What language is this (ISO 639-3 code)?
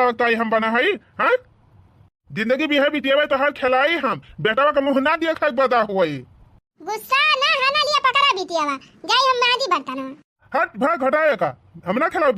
awa